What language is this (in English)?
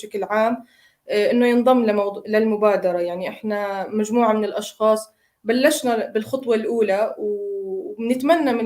North Levantine Arabic